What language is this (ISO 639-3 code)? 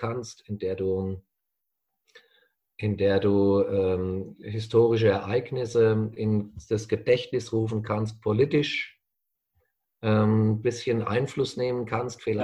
deu